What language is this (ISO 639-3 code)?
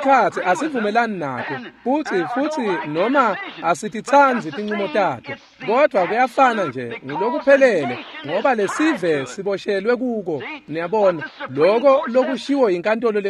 ssw